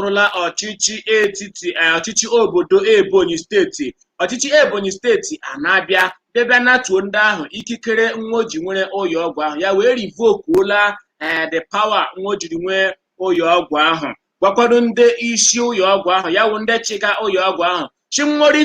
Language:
Igbo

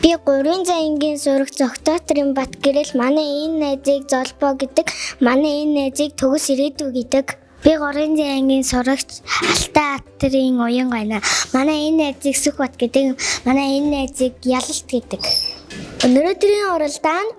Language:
Mongolian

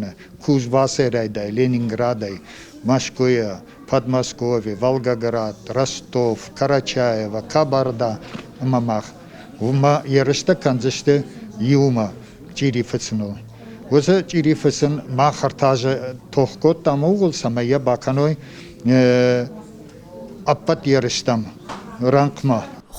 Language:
Ossetic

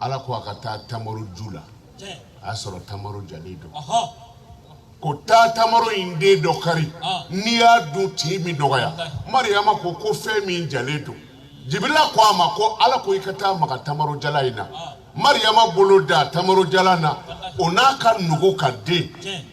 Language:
Bambara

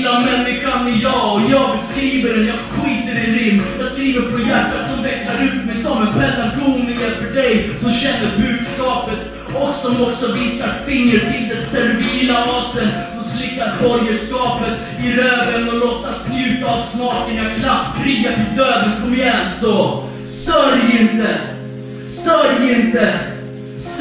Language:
Swedish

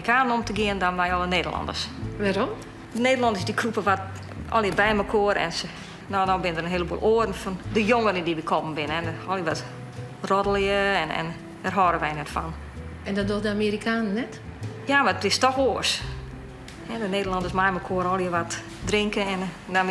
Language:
Western Frisian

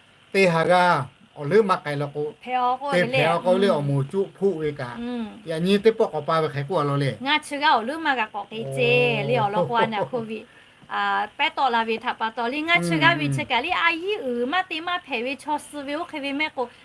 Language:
Lahu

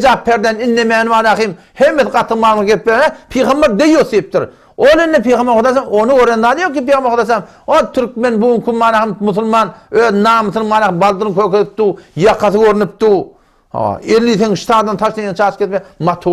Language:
Turkmen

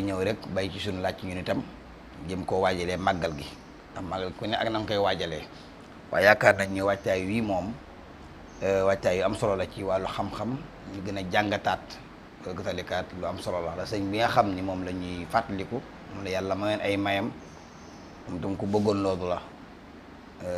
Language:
Wolof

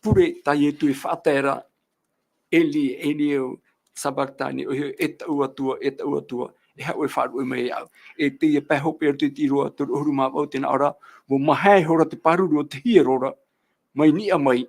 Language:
Tahitian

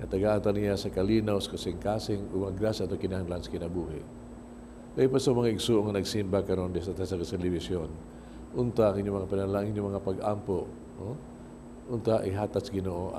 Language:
Cebuano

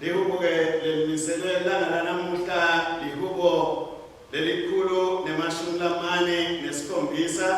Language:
Swati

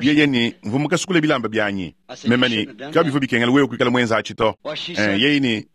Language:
Luba-Lulua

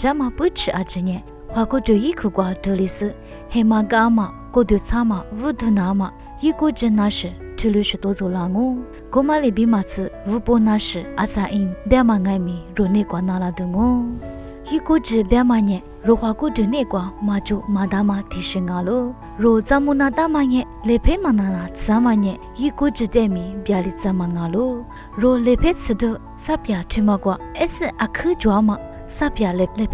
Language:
Lisu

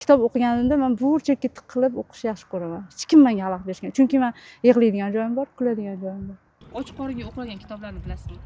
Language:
Uzbek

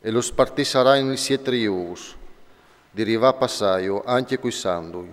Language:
Friulian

